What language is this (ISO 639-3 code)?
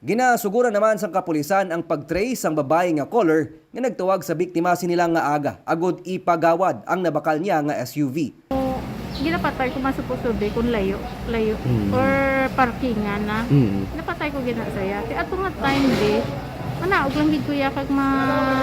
hil